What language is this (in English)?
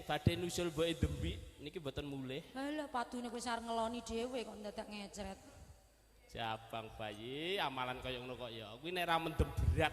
Javanese